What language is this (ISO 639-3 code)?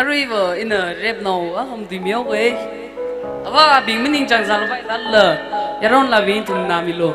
nmf